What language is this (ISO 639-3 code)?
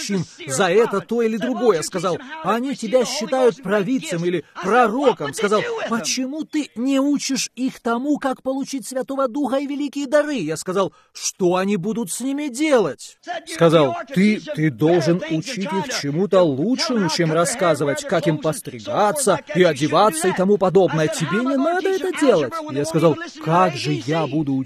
rus